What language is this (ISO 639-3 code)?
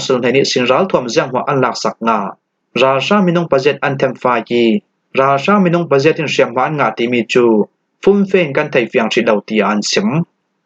cfm